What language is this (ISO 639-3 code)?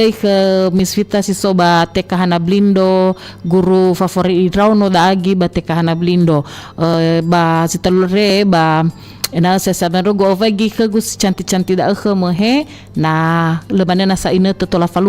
nia